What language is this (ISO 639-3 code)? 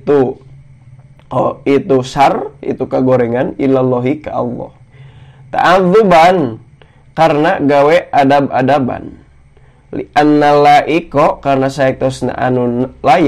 sun